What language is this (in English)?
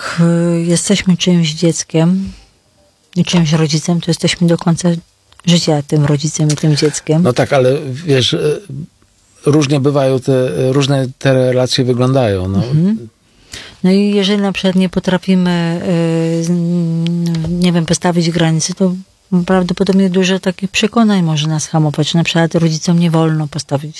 Polish